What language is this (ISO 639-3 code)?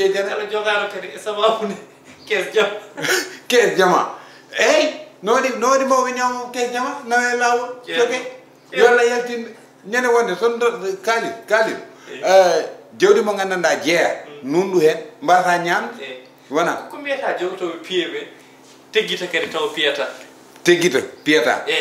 ful